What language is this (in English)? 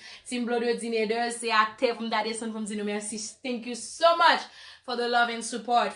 Haitian Creole